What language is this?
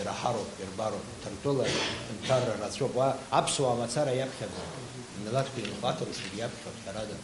Abkhazian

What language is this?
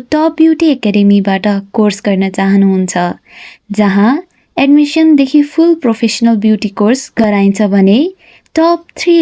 Nepali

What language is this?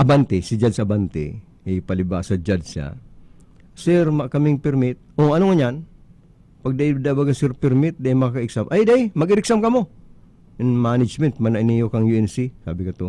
Bikol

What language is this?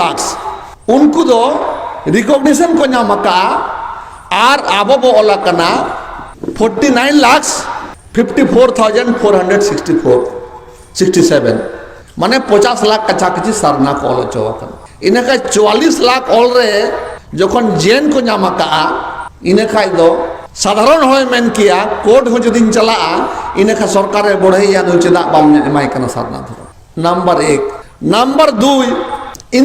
Santali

